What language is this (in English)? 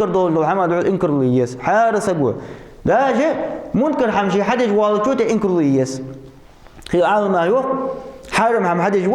Ingush